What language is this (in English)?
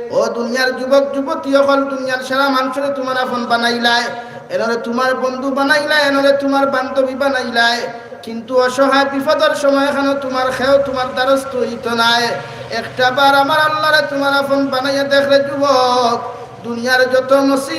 Sylheti